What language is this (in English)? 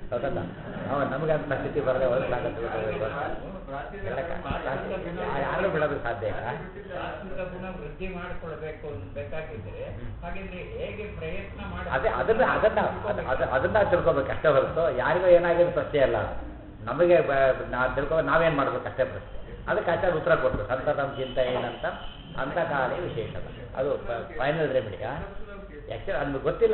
Kannada